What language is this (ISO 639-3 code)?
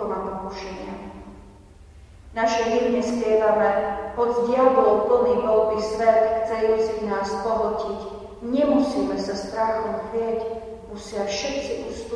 slk